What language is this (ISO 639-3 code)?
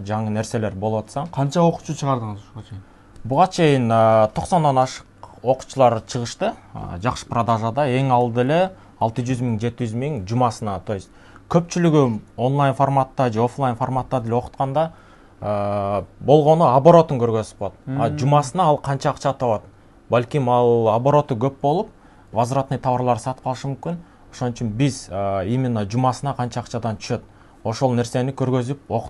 kir